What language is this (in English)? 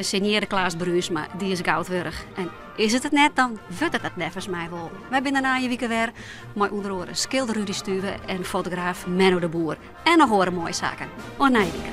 Western Frisian